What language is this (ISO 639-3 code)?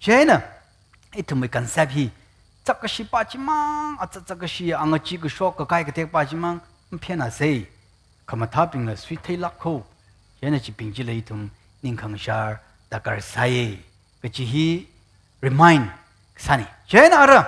nmf